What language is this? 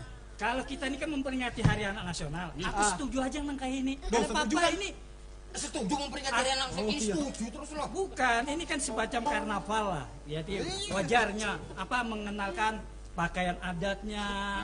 Banjar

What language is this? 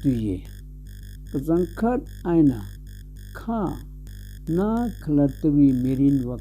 Tangkhul Naga (India)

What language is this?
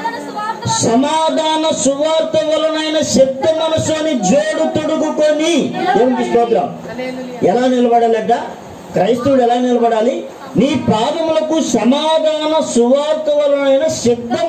Telugu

